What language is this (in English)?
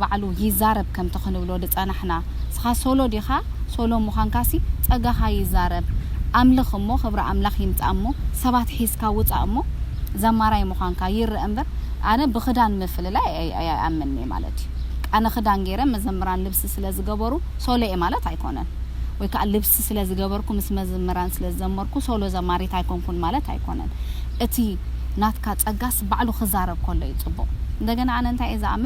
Tigrinya